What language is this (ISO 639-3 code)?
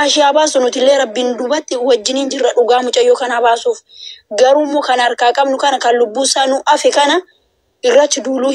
orm